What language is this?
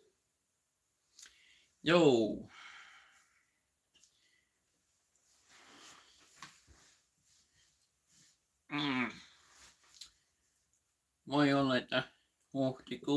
Finnish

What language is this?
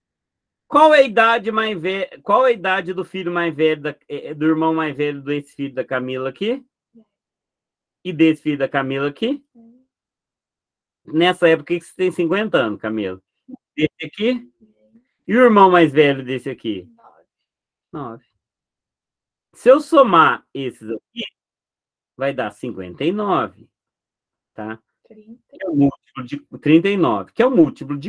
Portuguese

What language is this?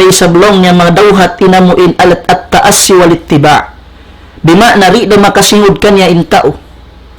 Tausug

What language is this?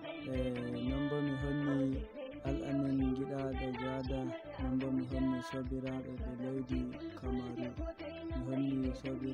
Nigerian Fulfulde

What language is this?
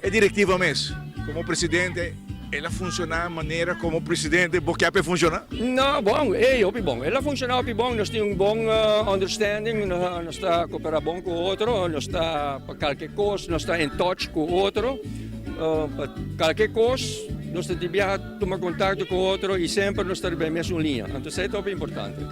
Papiamento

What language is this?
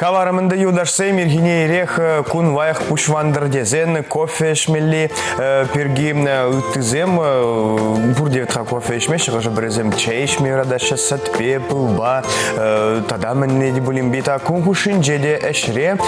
Chuvash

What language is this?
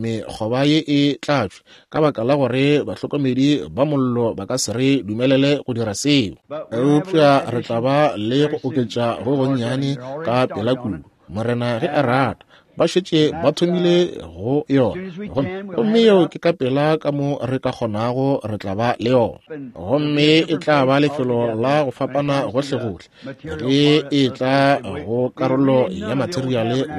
Northern Sotho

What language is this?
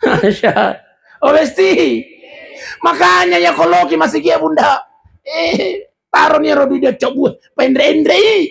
Buginese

